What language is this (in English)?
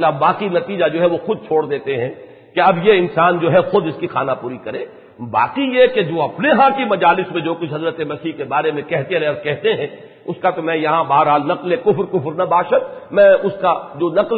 Urdu